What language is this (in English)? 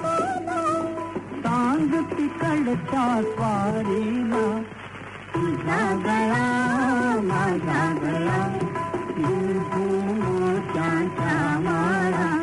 Marathi